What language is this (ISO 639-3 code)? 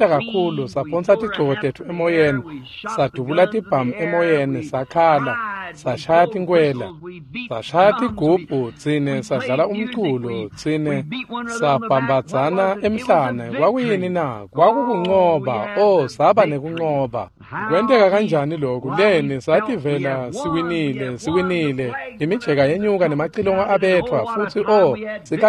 ssw